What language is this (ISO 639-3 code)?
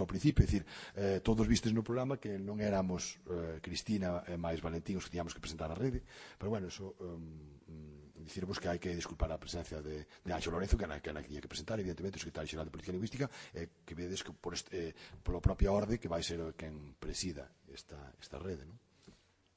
glg